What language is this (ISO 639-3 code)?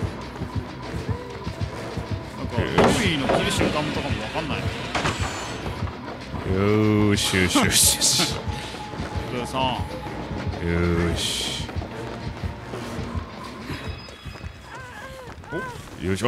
jpn